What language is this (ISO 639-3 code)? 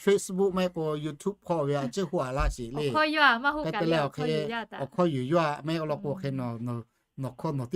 lhu